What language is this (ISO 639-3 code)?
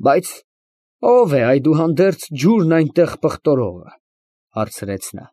hye